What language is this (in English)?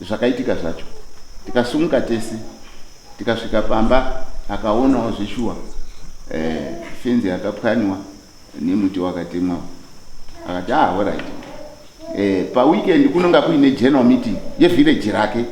Shona